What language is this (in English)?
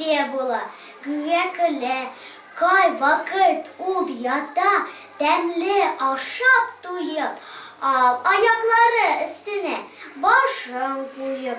Tatar